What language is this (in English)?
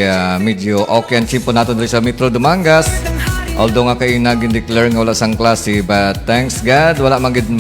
Hiligaynon